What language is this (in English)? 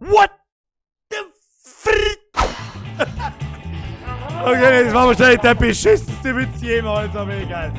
Bavarian